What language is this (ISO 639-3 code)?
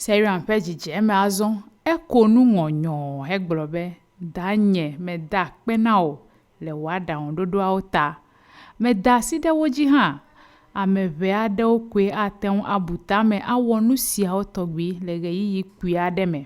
ewe